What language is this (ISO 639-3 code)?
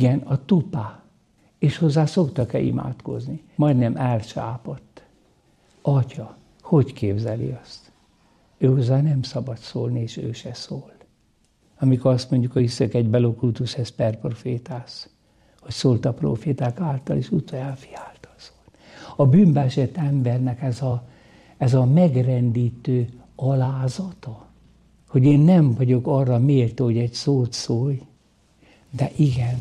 hun